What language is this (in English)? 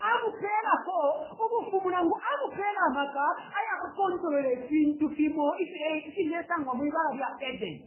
Bemba